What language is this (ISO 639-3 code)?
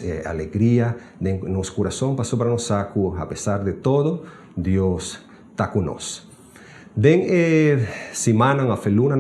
pap